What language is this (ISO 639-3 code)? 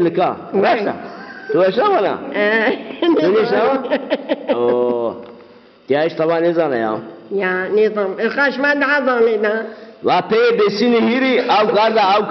zza